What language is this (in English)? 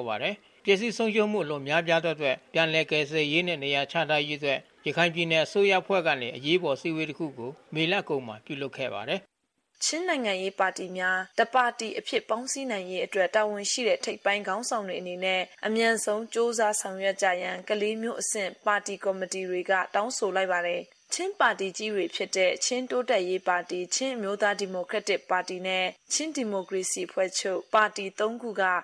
Burmese